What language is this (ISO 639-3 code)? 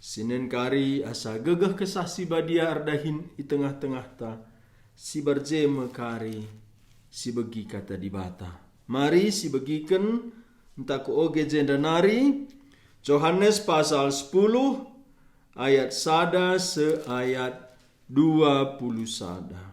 btx